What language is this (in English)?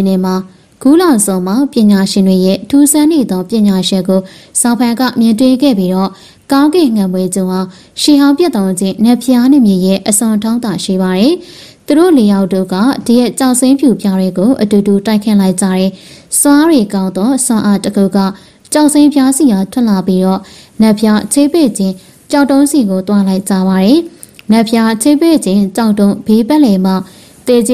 Burmese